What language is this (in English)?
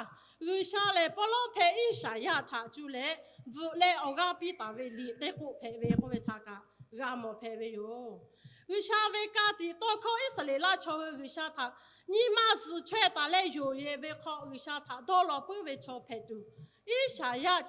Lahu